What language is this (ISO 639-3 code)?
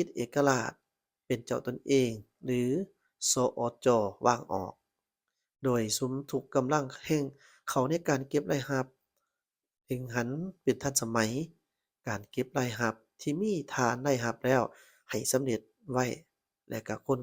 lao